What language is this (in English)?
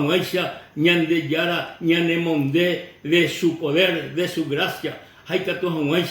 Guarani